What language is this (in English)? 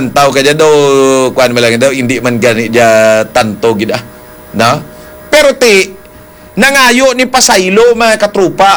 Hiligaynon